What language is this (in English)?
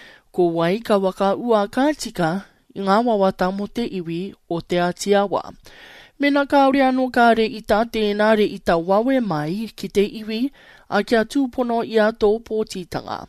Māori